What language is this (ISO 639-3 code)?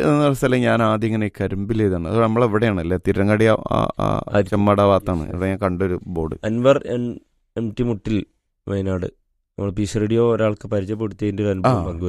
mal